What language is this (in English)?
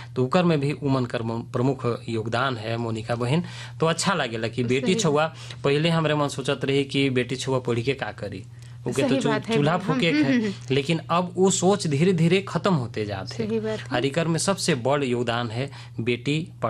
Bhojpuri